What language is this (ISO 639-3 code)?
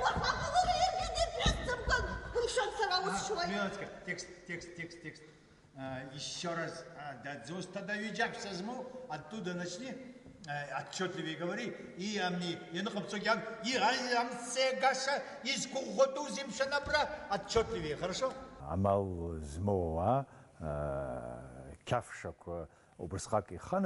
abk